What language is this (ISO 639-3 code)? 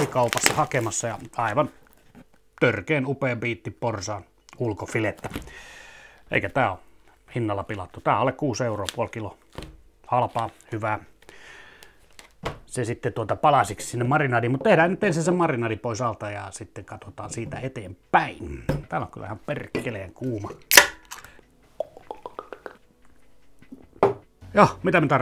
fin